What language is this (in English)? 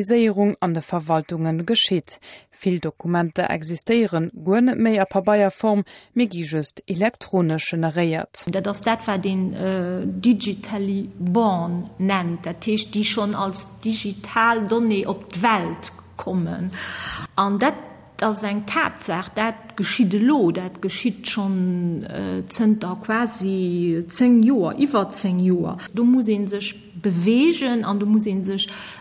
Luxembourgish